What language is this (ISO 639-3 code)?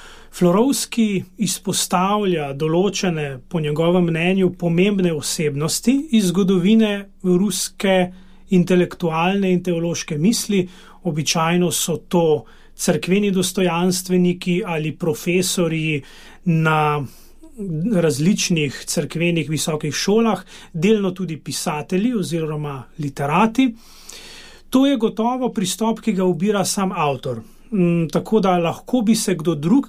slv